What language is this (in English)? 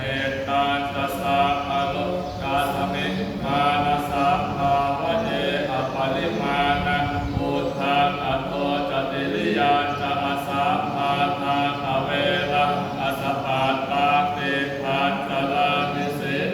Pali